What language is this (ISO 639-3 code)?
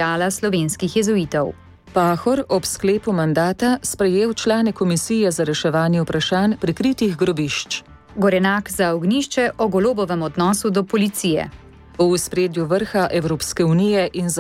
slv